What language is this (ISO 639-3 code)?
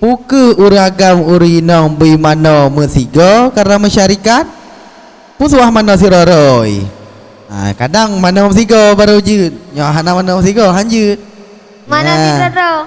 ace